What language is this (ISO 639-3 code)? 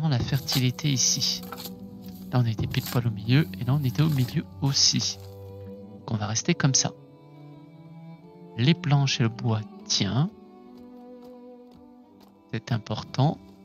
fra